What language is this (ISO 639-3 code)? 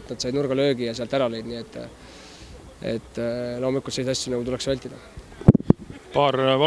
est